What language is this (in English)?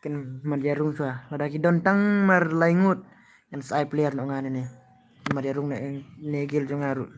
Khasi